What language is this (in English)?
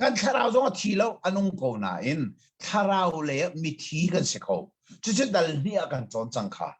Hakha Chin